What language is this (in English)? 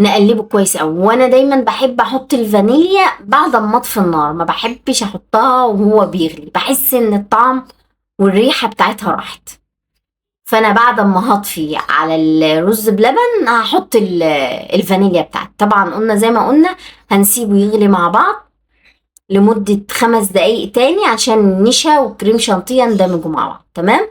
Egyptian Arabic